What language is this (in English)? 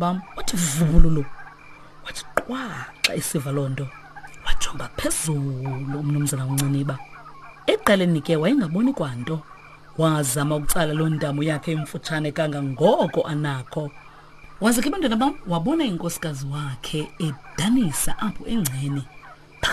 Xhosa